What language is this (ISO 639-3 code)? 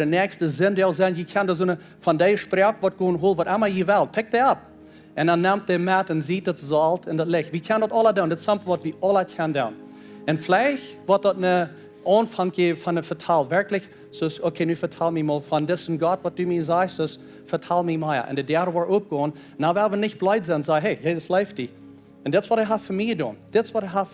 pdt